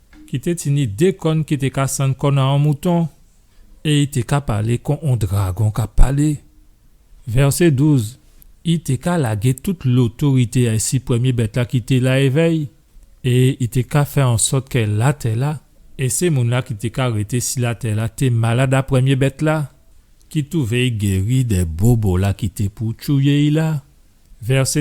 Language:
Guadeloupean Creole French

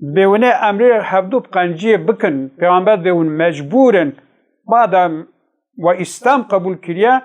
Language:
Kurdish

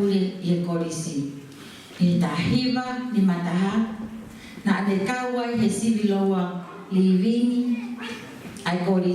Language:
Tongan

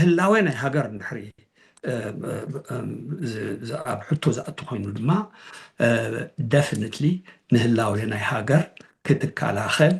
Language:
Tigrinya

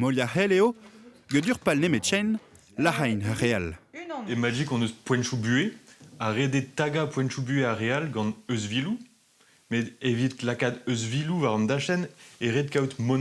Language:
Breton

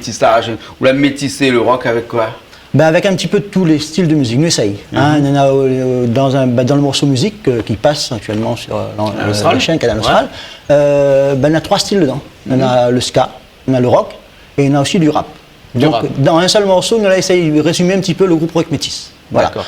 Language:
Réunion Creole French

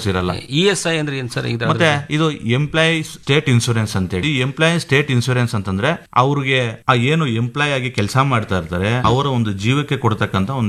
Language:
Kannada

